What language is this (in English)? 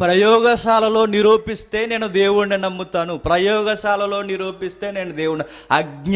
Telugu